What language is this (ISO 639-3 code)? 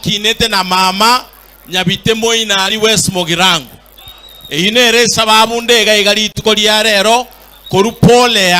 guz